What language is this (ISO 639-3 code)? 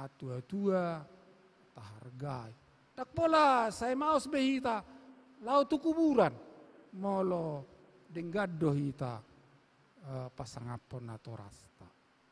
bbc